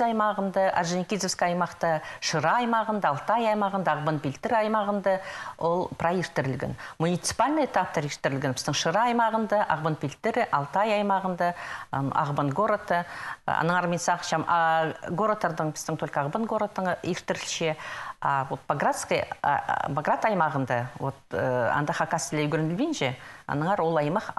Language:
Khakas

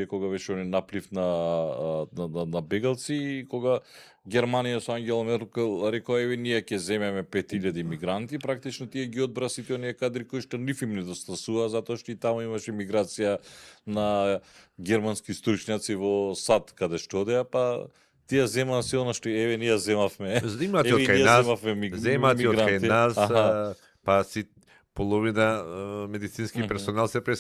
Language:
Macedonian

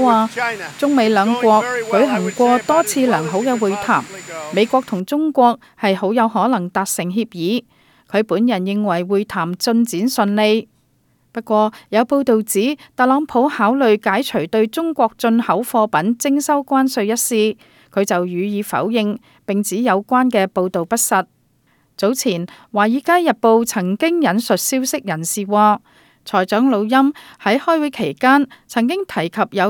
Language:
Cantonese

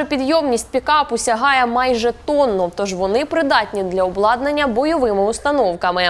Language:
Ukrainian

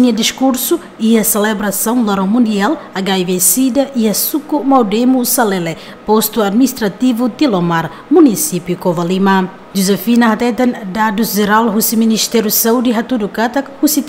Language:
Tetum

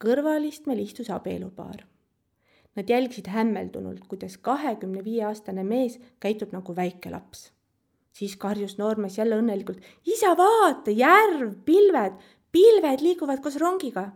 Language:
Estonian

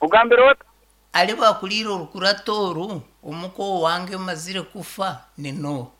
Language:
Nyankole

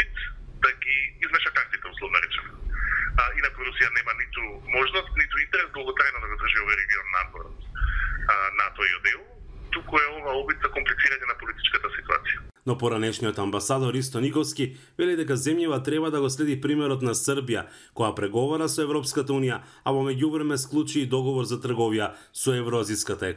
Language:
Macedonian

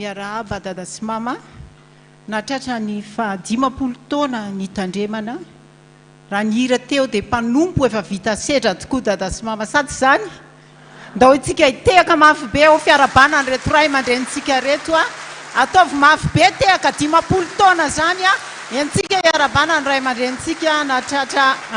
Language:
Malagasy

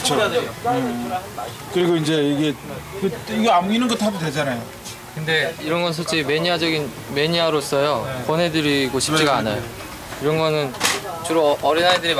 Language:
Korean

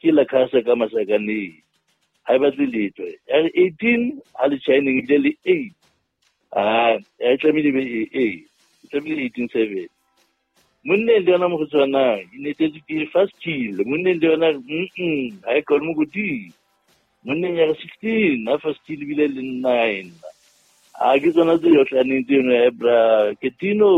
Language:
Southern Sotho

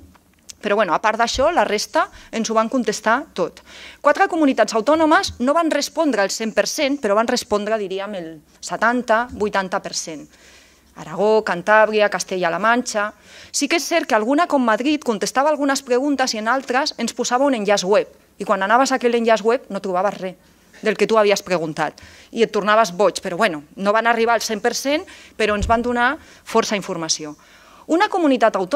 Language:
Catalan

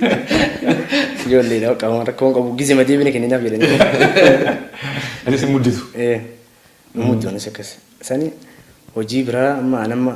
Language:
Oromo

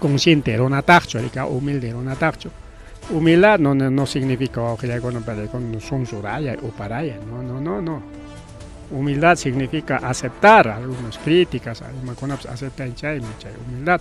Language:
Ayacucho Quechua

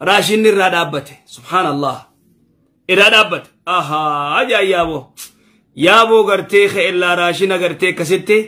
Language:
Oromo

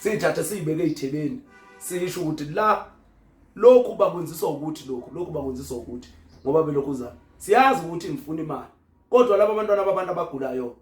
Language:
Zulu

